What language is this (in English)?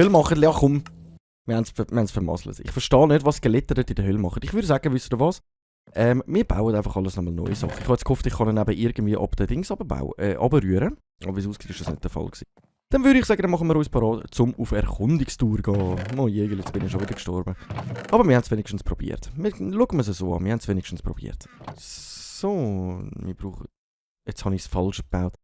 Swiss German